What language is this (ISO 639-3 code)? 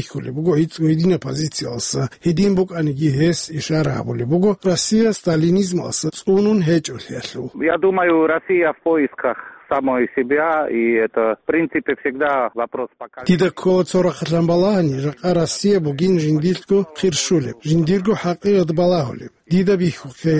ava